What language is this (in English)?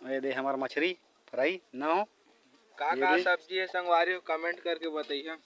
Chhattisgarhi